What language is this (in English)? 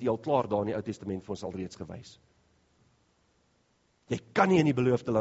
Afrikaans